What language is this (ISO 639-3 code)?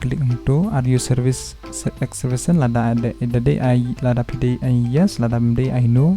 kha